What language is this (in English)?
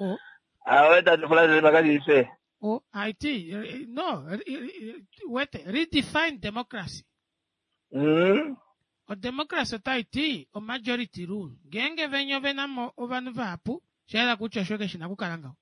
Kuanyama